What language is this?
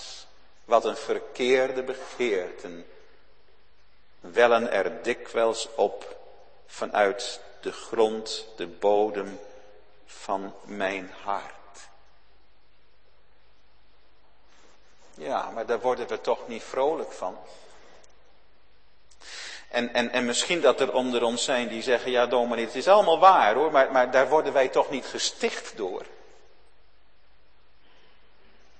Dutch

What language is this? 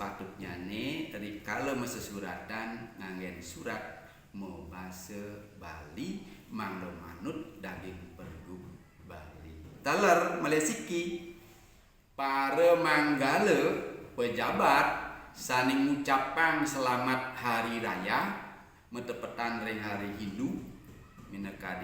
Balinese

